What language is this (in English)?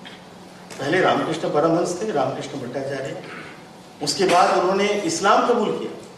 Hindi